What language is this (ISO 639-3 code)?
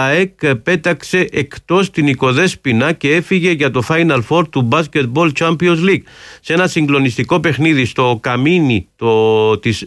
ell